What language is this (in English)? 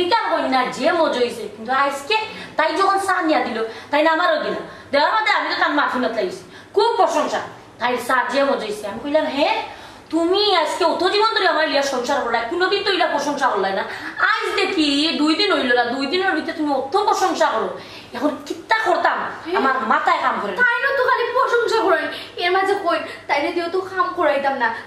Sylheti